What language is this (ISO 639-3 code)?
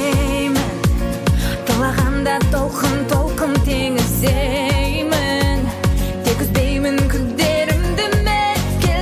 kaz